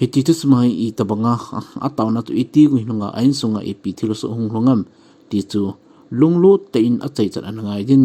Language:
Thado Chin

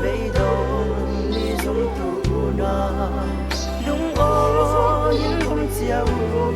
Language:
Falam Chin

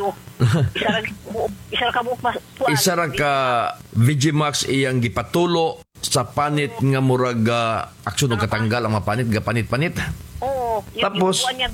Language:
Cebuano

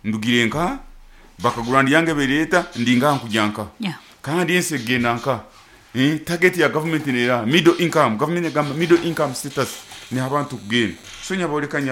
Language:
Nyoro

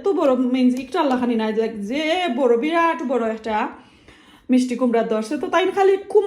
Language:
Sylheti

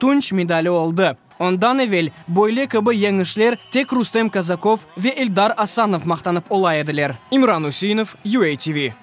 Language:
Crimean Tatar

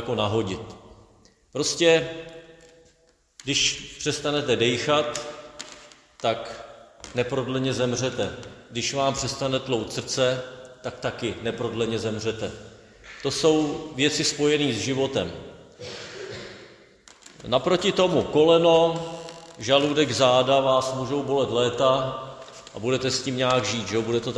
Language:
Czech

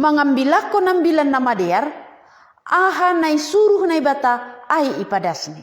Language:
Batak Simalungun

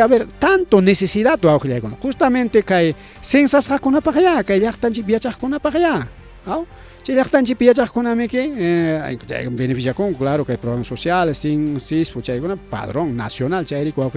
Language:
Ayacucho Quechua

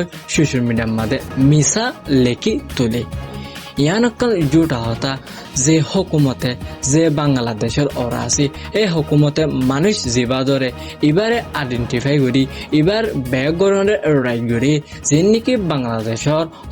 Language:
Rohingya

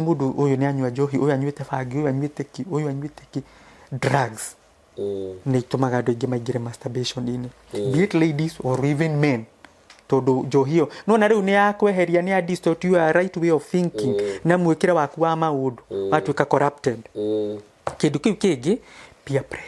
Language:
Kikuyu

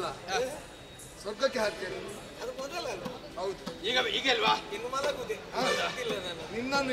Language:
Kannada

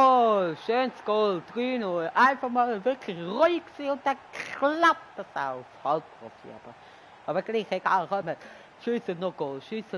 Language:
Swiss German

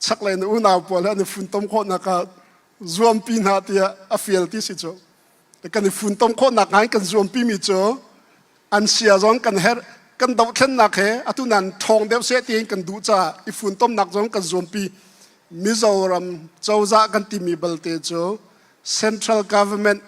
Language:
Hakha Chin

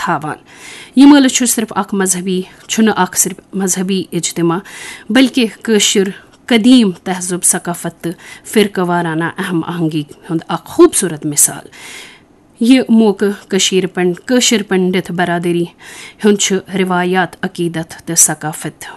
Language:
Kashmiri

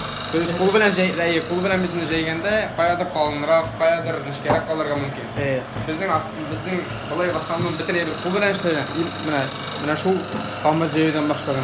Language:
Tatar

